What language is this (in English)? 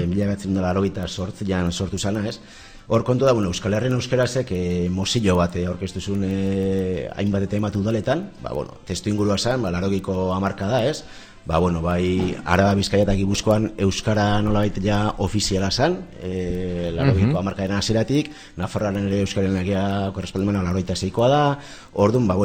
Basque